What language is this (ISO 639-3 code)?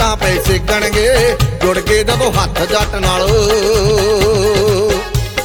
pan